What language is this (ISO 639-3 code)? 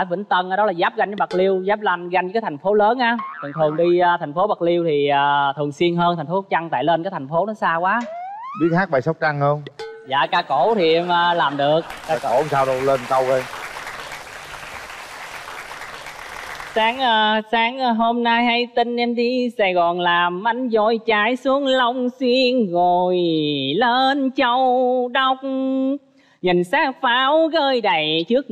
vie